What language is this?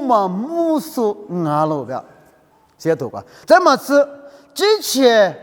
Lisu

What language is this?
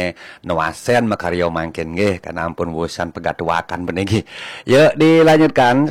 Balinese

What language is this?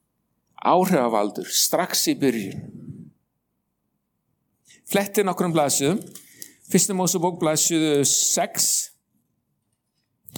Icelandic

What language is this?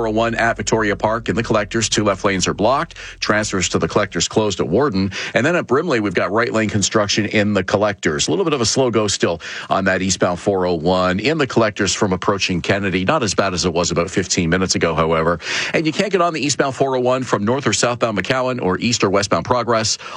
English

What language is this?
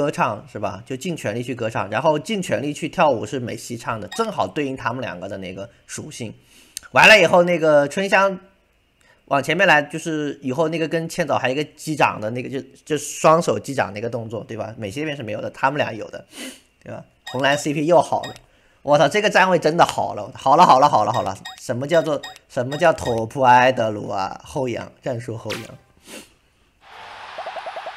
Chinese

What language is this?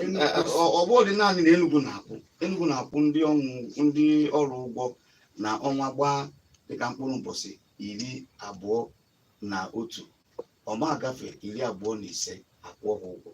Igbo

